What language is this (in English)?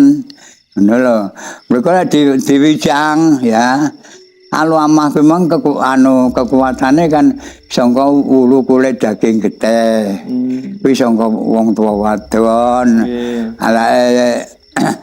Javanese